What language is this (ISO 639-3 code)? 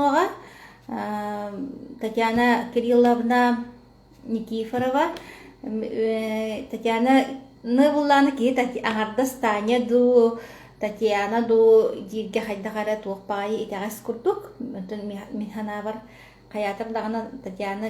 sah